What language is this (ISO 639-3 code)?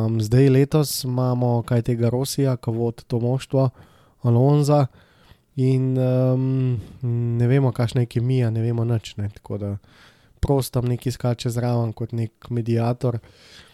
slv